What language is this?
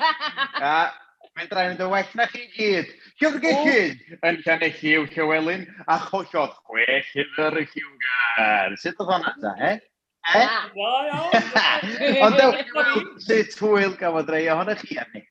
Welsh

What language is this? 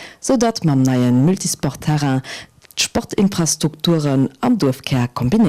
Luxembourgish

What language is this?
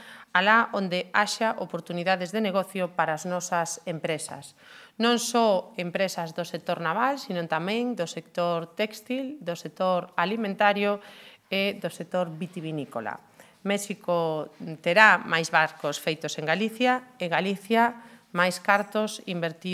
Galician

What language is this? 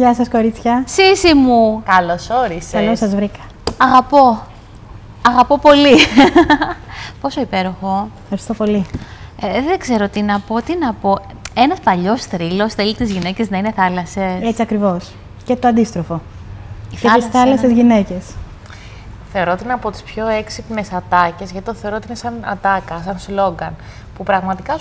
Greek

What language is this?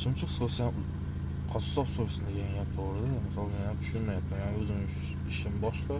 Uzbek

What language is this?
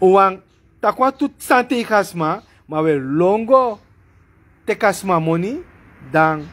Sranan Tongo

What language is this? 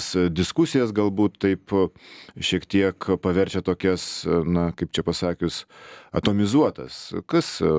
Lithuanian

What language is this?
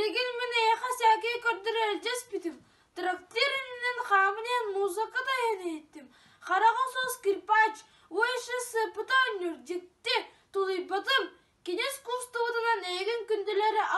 Yakut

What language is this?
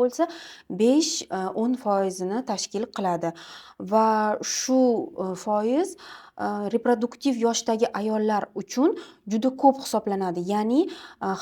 Uzbek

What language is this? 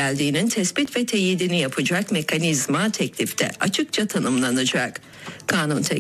Turkish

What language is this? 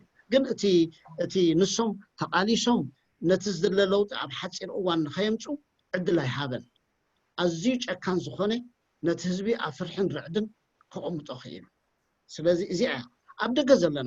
Tigrinya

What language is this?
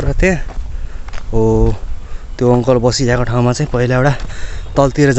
Nepali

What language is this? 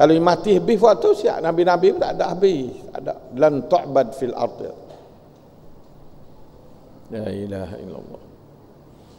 Malay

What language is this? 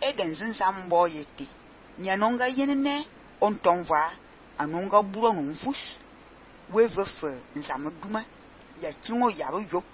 Fang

